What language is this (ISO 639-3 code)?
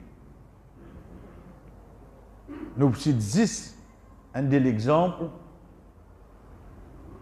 fra